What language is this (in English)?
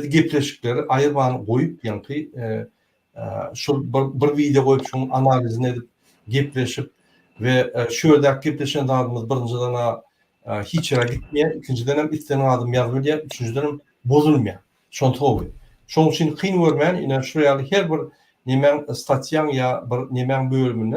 Turkmen